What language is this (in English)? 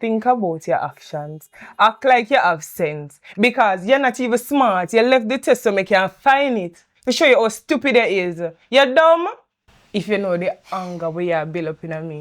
Jamaican Creole English